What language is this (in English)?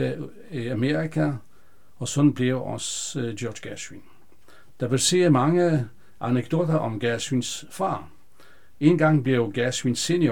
Danish